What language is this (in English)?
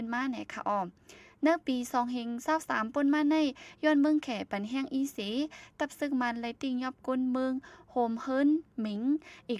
Shan